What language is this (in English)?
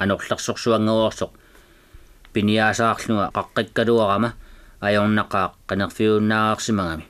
Kalaallisut